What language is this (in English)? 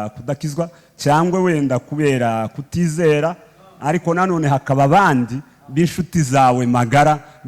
Kinyarwanda